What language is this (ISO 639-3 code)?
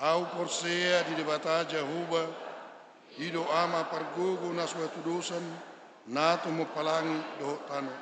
bbc